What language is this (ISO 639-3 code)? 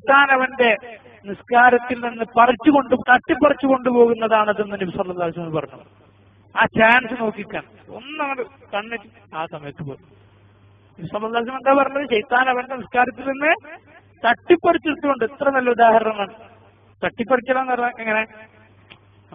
mal